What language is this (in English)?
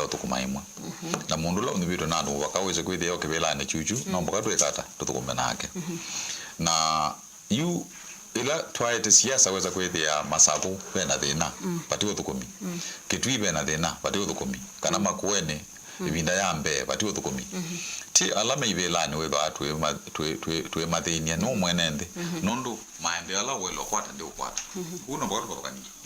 Kamba